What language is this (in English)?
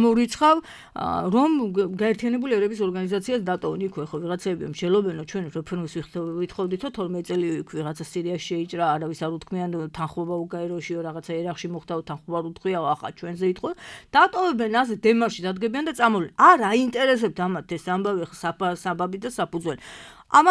Georgian